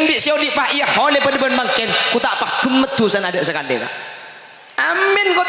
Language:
Madurese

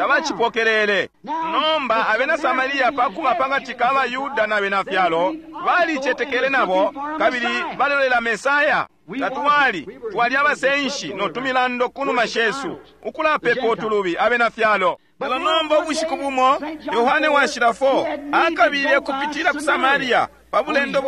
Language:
Bemba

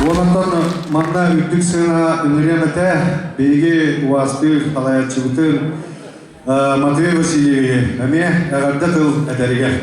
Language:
Yakut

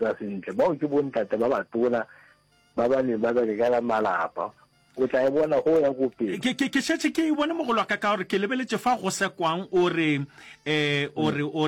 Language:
Northern Sotho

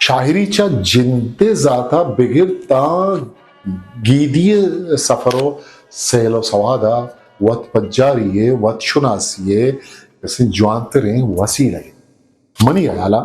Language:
Eastern Balochi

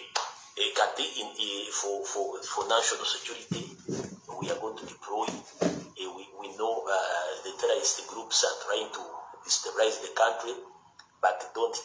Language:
Ganda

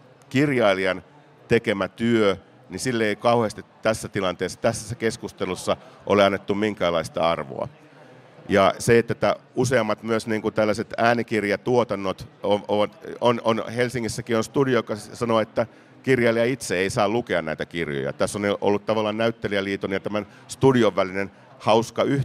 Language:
Finnish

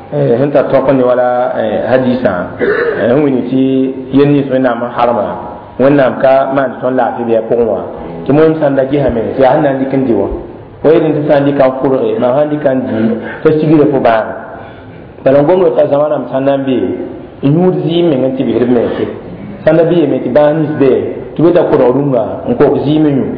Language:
Mossi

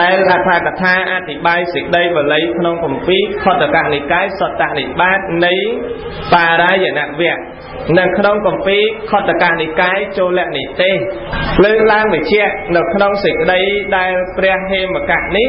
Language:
Khmer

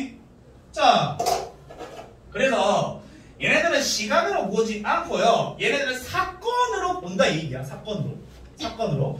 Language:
Korean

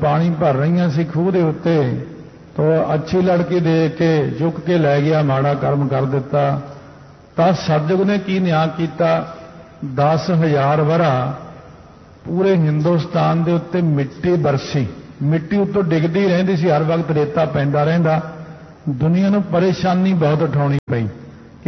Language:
Punjabi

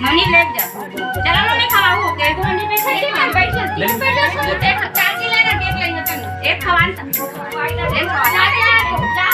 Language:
Chhattisgarhi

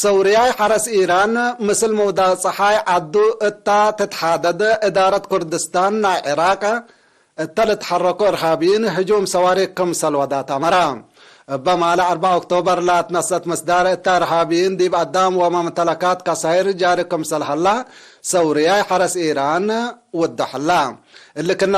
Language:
Tigre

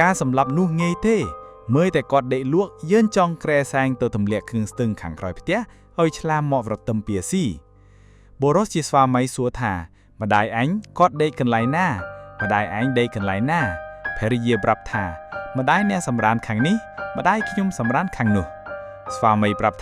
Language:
Khmer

